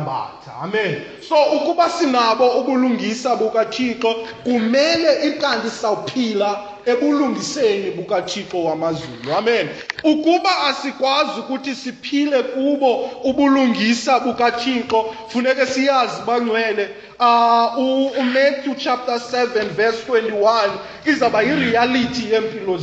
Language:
Xhosa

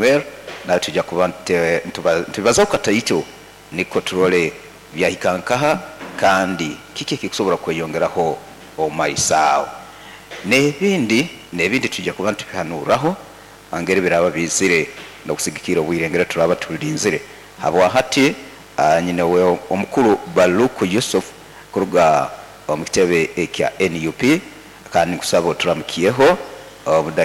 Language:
Nyoro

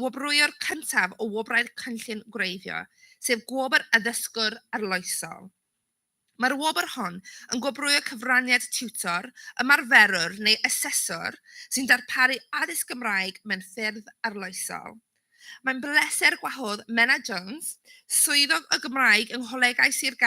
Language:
Welsh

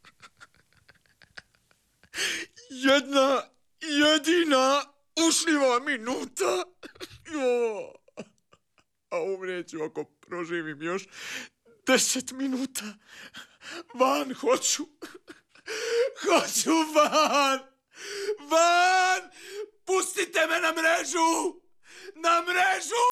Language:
Croatian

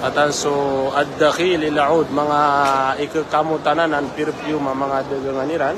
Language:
Maranao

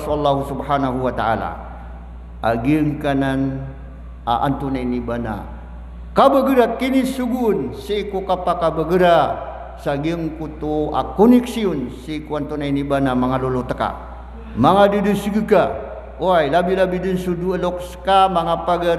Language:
Maranao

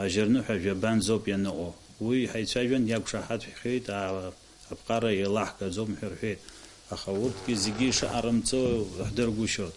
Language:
Abkhazian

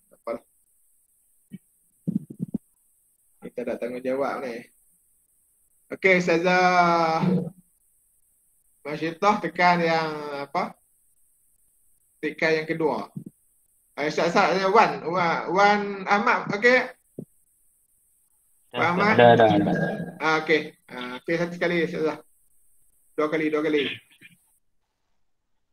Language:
Malay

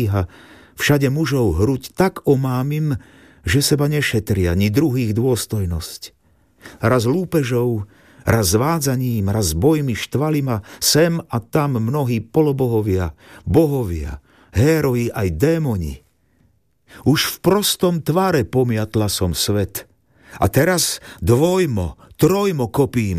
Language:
Slovak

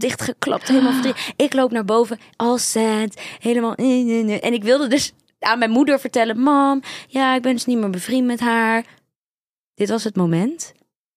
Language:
Dutch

